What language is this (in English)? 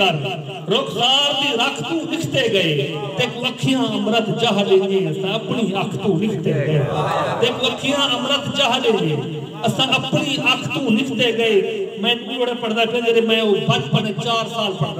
Saraiki